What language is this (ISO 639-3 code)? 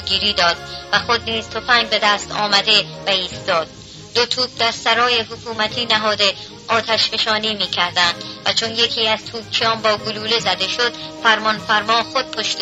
fas